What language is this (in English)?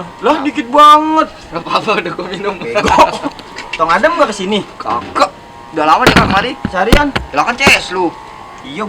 Betawi